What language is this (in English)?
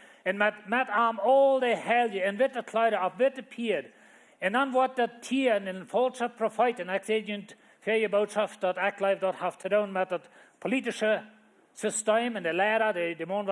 Plautdietsch